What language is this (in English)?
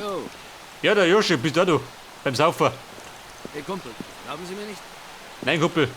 Bavarian